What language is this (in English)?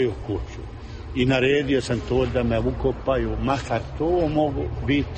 Croatian